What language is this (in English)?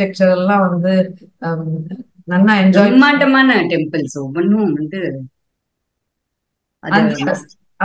Tamil